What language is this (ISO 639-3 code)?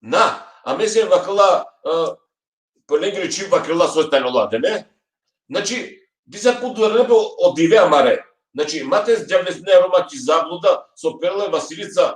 rmn